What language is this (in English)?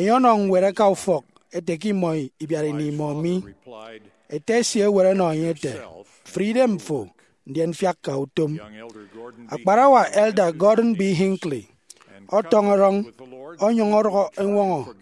Efik